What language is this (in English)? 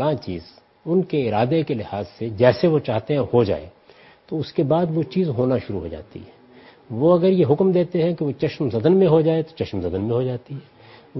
Urdu